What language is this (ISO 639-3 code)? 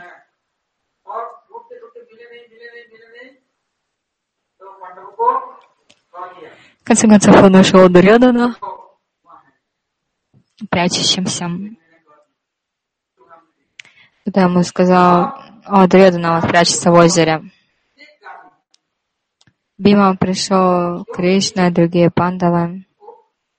rus